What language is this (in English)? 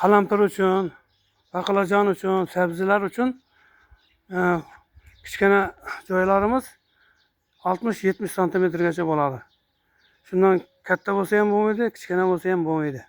Uzbek